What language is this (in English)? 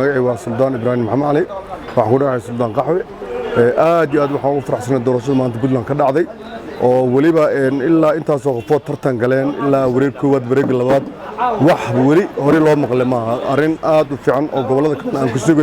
Somali